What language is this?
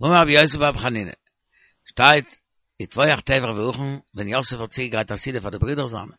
Yiddish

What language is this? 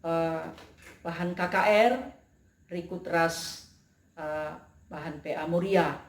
Batak Karo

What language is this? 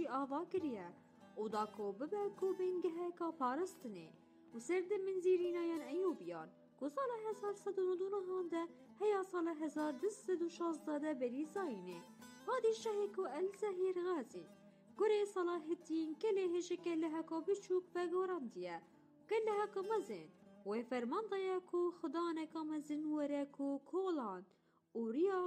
Kurdish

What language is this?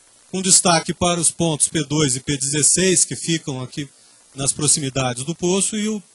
Portuguese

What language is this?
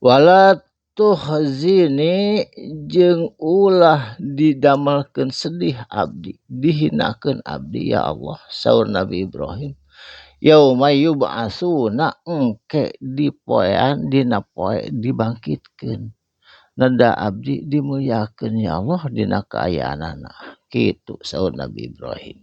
Sundanese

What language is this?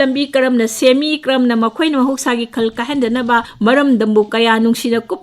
Manipuri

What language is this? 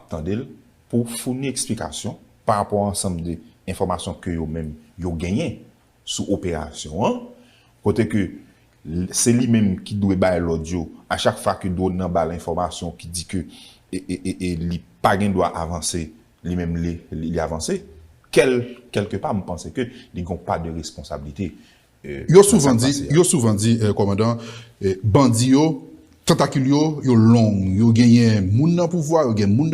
Haitian Creole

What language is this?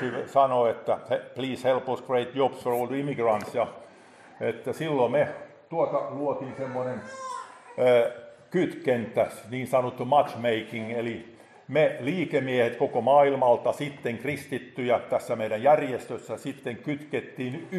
Finnish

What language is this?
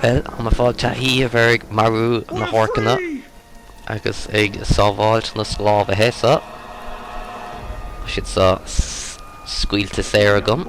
Irish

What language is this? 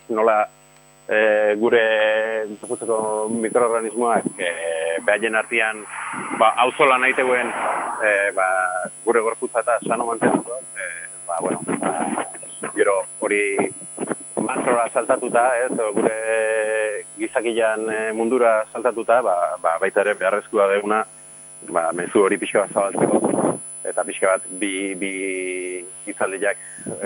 Basque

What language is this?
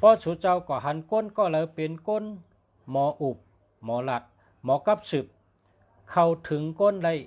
Shan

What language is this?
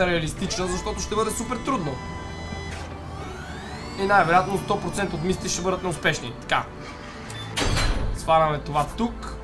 Bulgarian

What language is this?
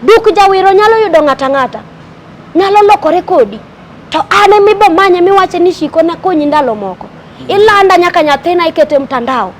Luo (Kenya and Tanzania)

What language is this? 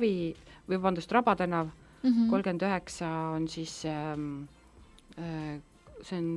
Estonian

